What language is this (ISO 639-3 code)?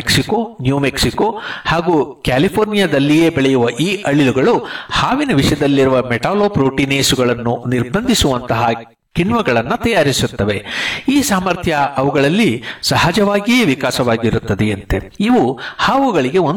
kan